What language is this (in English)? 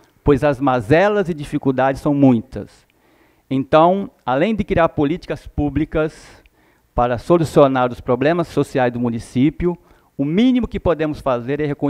Portuguese